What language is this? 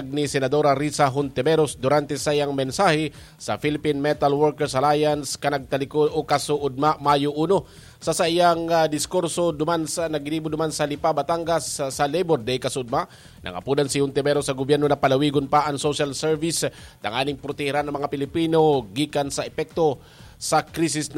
Bikol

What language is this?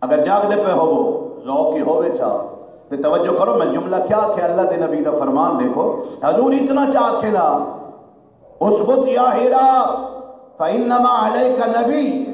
Saraiki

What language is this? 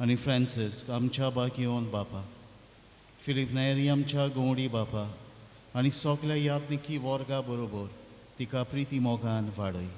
Konkani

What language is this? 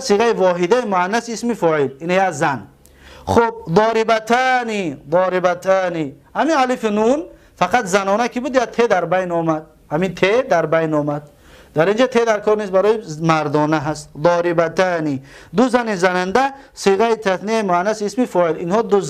Tajik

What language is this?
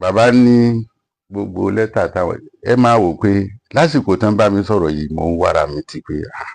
Yoruba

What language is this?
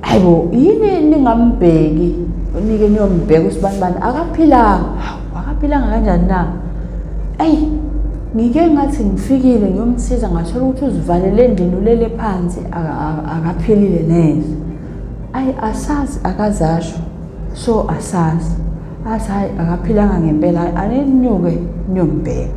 Zulu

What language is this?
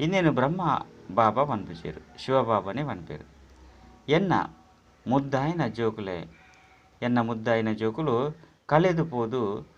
Tulu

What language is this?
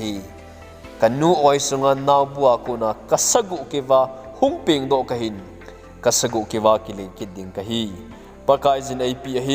Thado Chin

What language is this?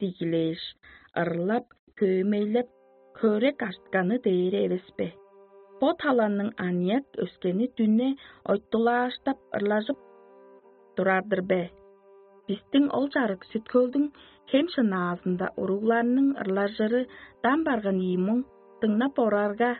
Tuvinian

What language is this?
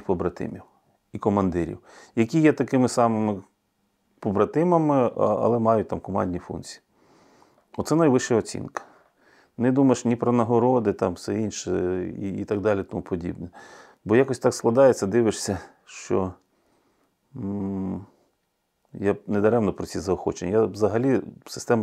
Ukrainian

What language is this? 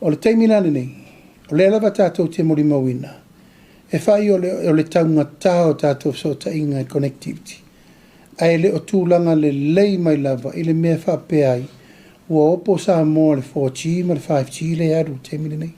Samoan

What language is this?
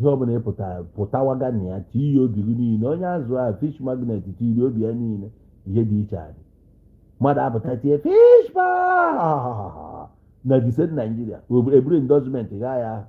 Igbo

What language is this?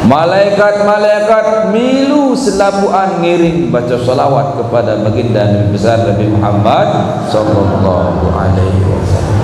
Sasak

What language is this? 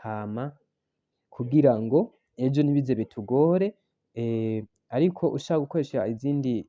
Rundi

